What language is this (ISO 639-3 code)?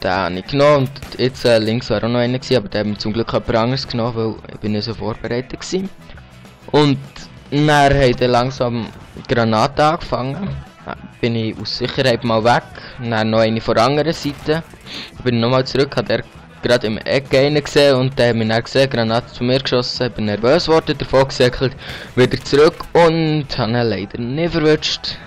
gsw